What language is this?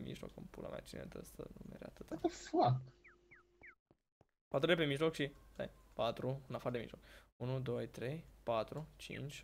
Romanian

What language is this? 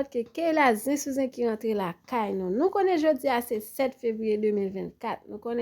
Haitian Creole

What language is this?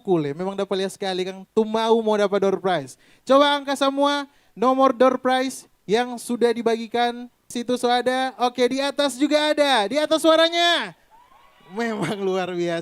Manado Malay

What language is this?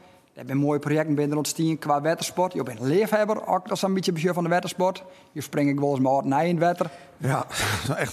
Western Frisian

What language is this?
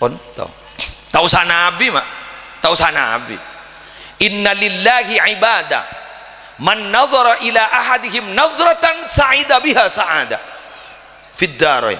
Madurese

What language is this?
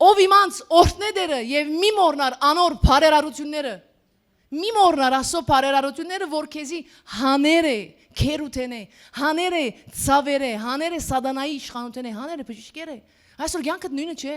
Western Armenian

